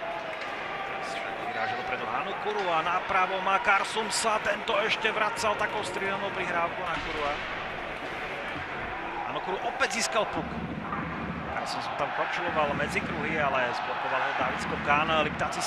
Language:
Slovak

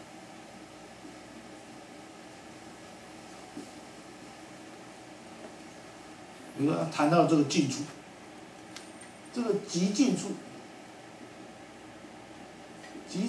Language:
Chinese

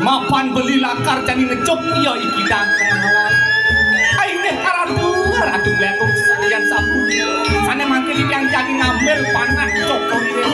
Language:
Balinese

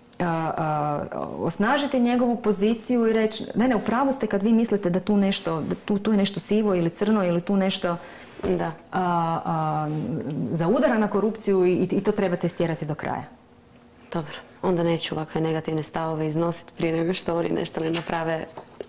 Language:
Croatian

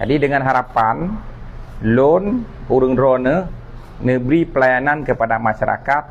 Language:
Achinese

